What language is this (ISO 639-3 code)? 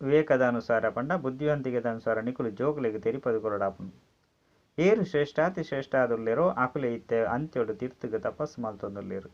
tcy